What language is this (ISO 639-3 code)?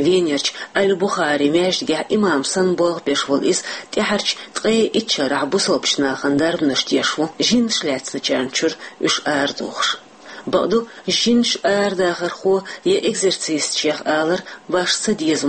che